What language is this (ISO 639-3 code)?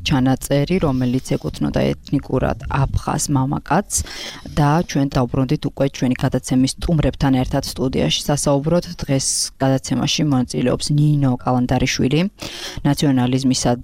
kat